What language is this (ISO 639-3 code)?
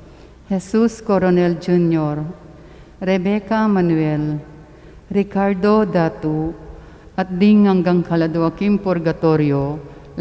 pam